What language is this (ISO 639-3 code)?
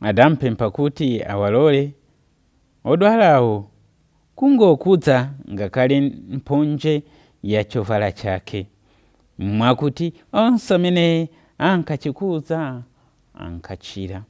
nya